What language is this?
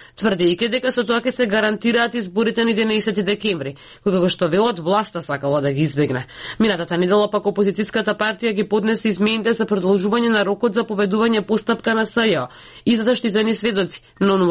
Macedonian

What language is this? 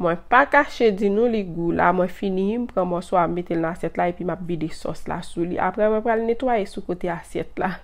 Haitian Creole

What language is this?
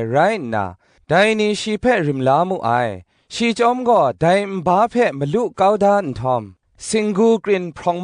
Kachin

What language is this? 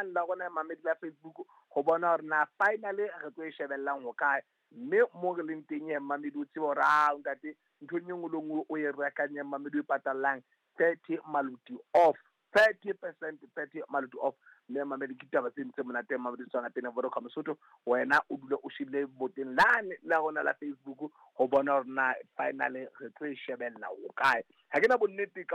Southern Sotho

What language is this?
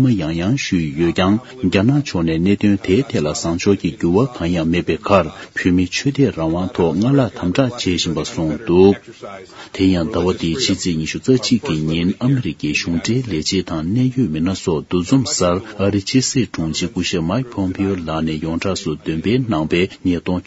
Tibetan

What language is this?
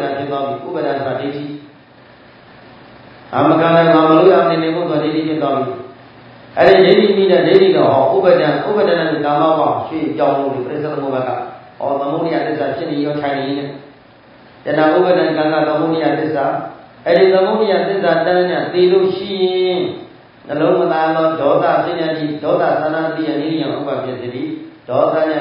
Burmese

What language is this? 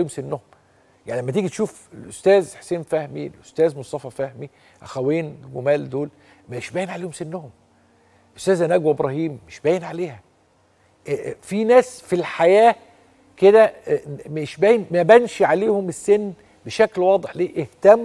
Egyptian Arabic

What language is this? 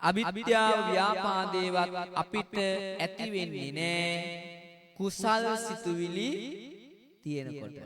Sinhala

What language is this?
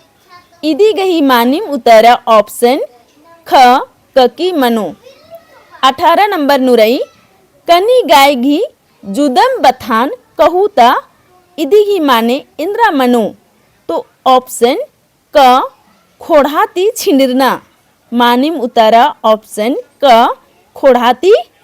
Kurukh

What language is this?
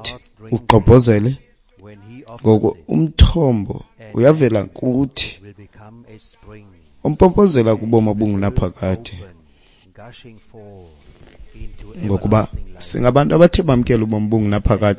Xhosa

